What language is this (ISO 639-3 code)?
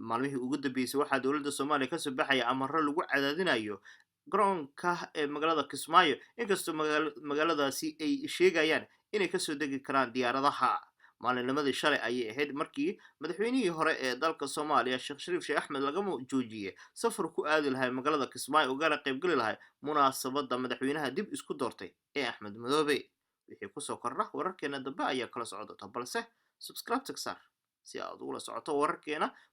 som